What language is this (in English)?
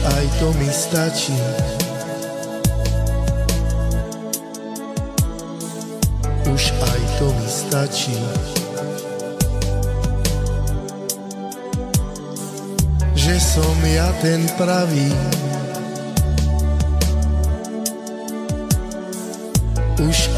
Slovak